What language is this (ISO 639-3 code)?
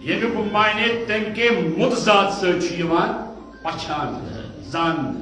kas